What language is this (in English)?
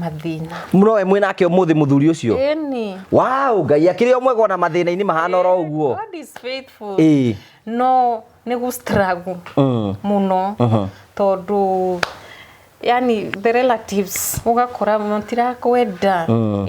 Kikuyu